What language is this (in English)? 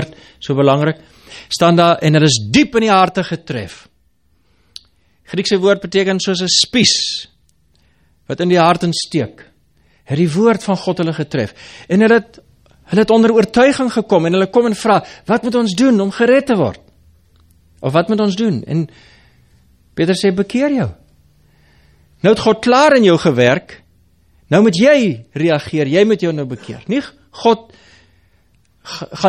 Afrikaans